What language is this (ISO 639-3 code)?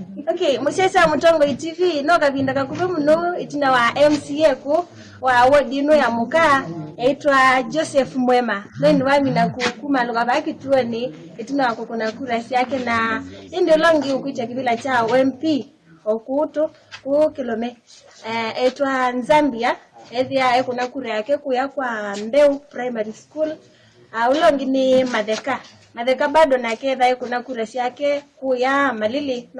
kam